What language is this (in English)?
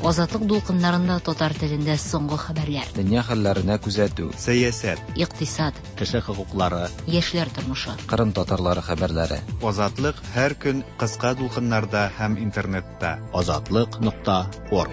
Tatar